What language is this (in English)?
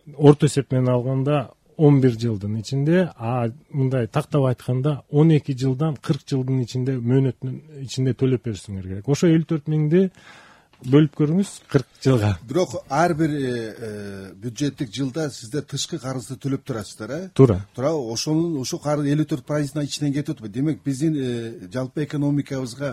Kyrgyz